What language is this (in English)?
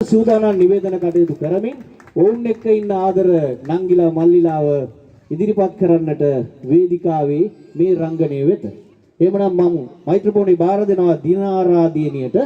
Sinhala